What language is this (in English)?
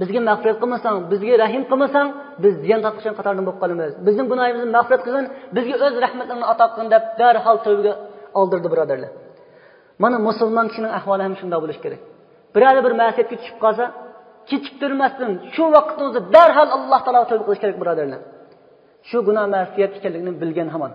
Uyghur